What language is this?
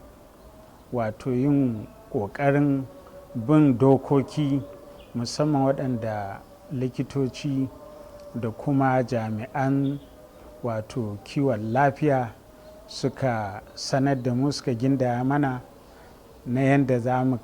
Hausa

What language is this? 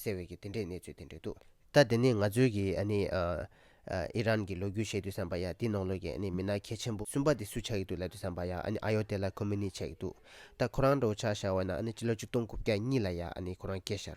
Tibetan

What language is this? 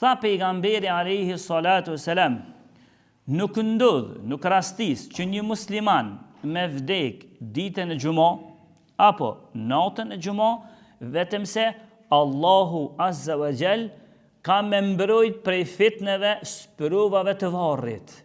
Albanian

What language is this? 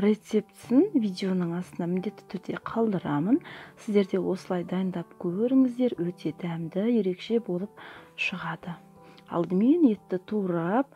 Kazakh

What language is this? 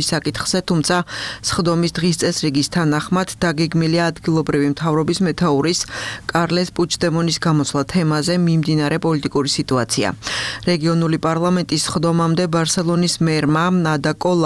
Georgian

